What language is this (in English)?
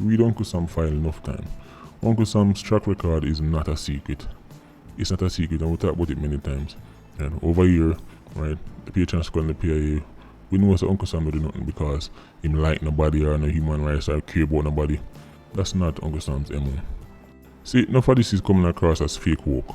Jamaican Creole English